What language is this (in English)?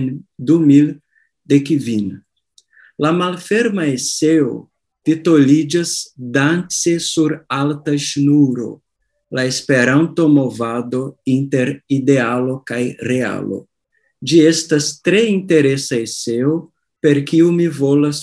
Esperanto